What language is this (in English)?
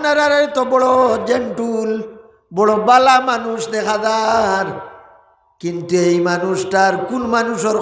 Sylheti